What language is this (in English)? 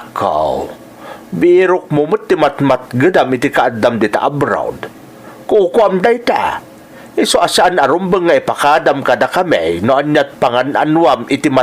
Iloko